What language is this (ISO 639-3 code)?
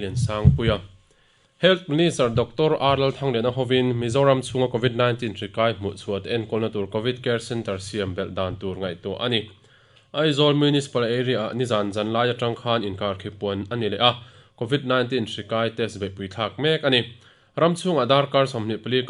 lus